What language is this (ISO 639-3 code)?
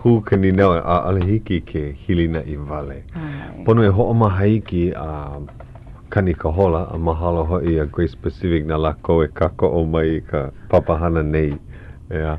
haw